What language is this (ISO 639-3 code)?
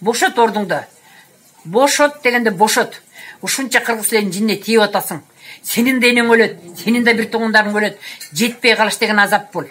kir